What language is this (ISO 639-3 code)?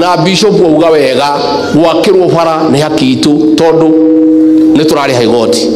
kik